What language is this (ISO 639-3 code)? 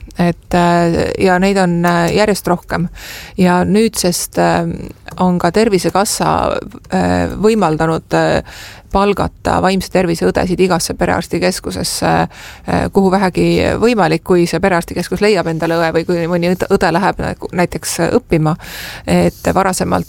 est